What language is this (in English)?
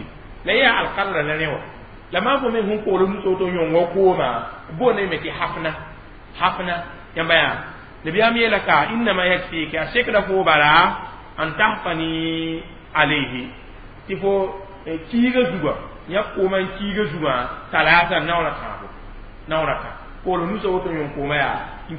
Mossi